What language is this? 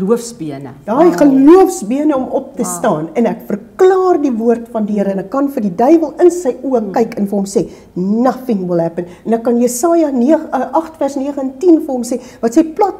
Afrikaans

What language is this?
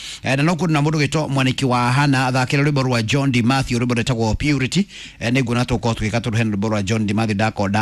Kikuyu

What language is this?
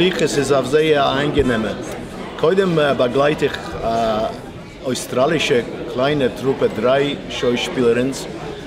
Yiddish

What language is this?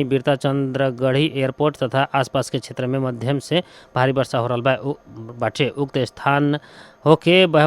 Bhojpuri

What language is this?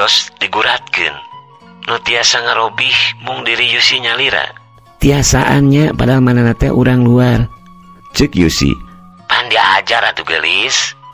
Sundanese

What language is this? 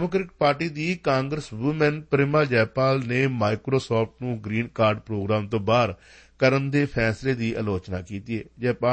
Punjabi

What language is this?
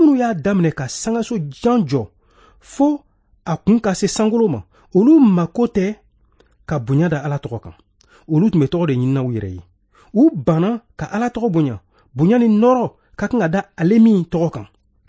Bambara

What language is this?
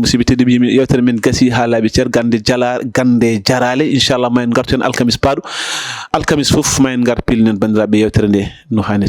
Fula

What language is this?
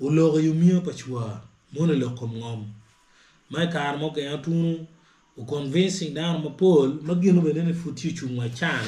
Acoli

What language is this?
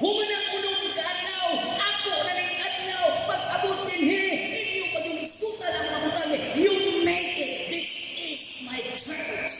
Cebuano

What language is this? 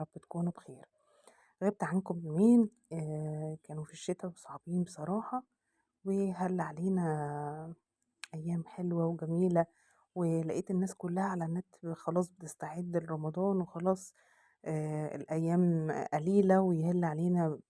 Egyptian Arabic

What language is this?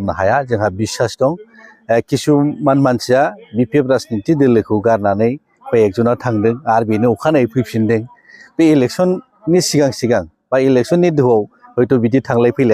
Bodo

